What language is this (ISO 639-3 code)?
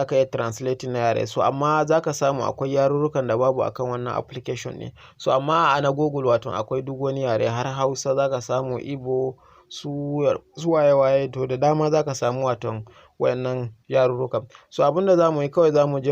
hau